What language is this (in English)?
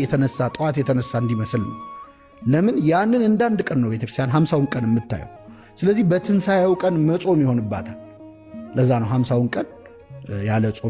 Amharic